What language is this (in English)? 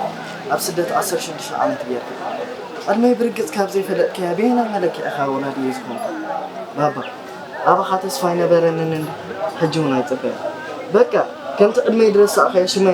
Tigrinya